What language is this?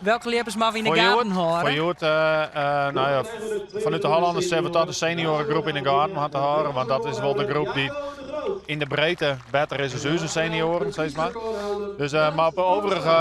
Western Frisian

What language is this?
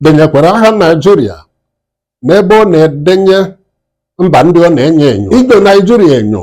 Igbo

